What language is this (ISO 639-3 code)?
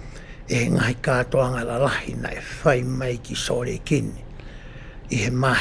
ton